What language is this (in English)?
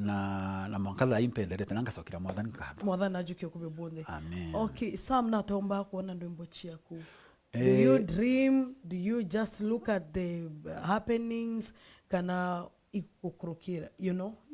Meru